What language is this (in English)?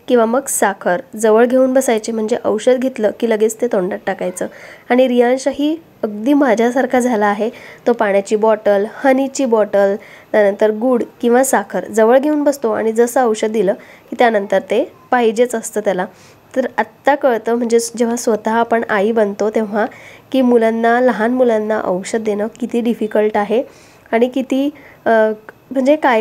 Marathi